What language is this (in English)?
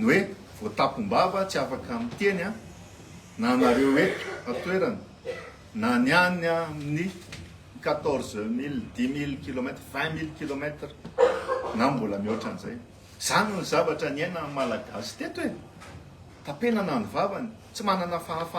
Malagasy